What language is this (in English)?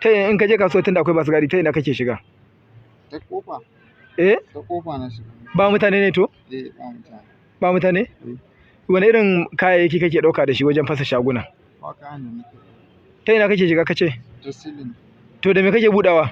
Hausa